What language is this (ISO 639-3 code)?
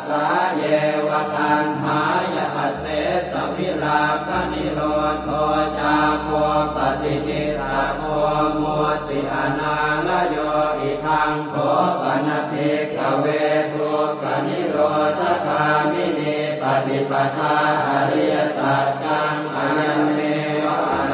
pli